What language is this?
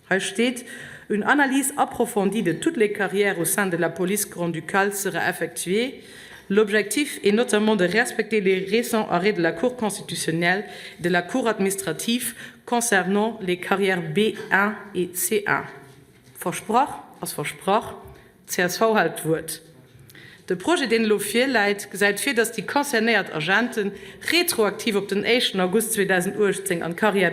Luxembourgish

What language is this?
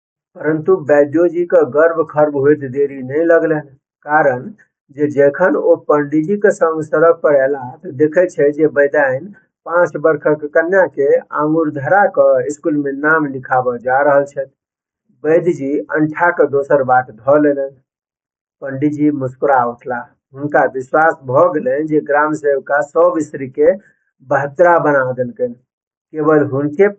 Maithili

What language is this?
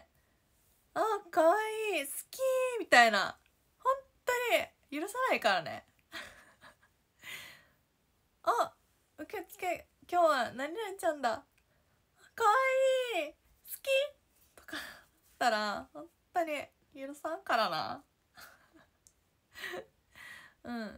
Japanese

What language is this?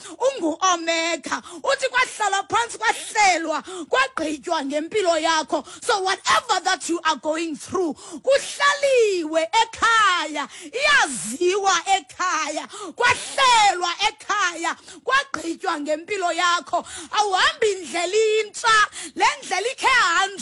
Xhosa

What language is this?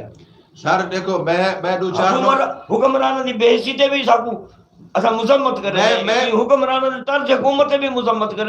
Saraiki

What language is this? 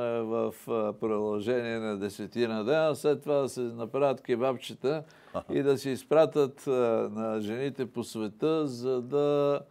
Bulgarian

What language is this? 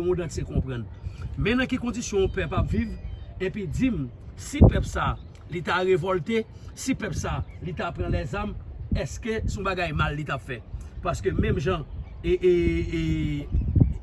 Haitian Creole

